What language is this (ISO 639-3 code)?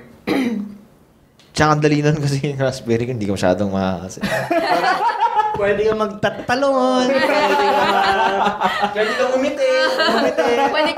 fil